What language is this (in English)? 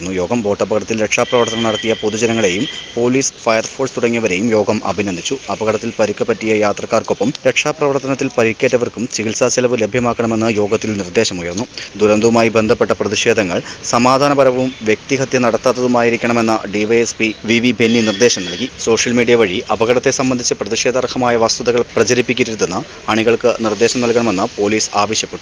Malayalam